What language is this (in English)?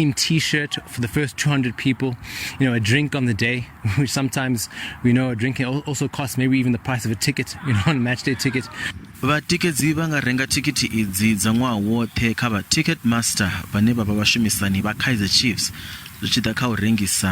Venda